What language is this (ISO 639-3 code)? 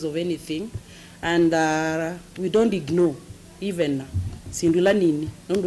kam